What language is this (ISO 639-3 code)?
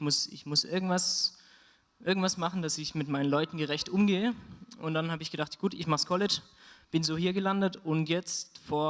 gsw